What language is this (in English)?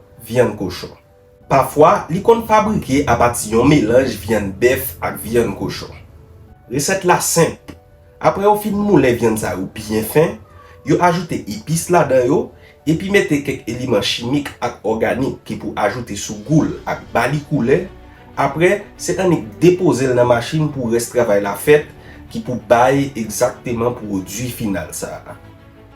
Haitian Creole